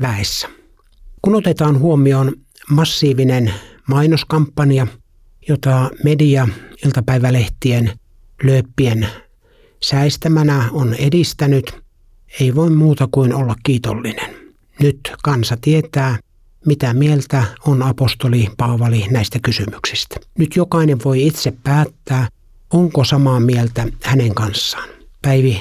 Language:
Finnish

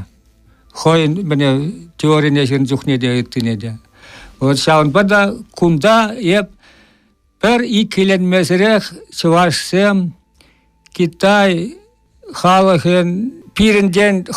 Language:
Chuvash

